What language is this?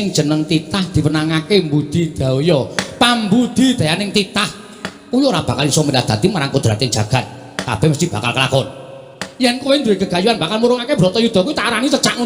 Javanese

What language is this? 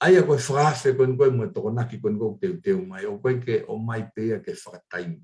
Tongan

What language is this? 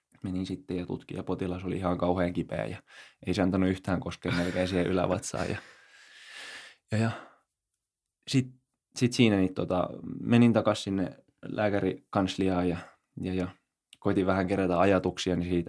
Finnish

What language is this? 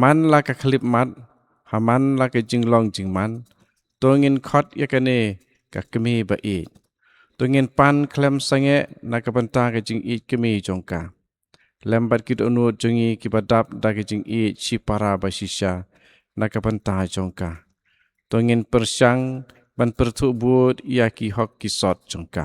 Khasi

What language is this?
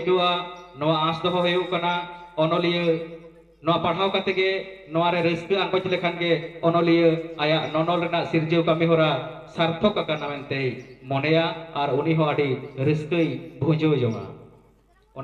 Santali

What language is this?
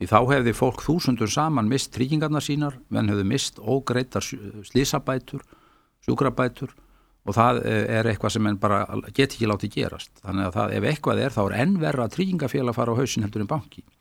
Icelandic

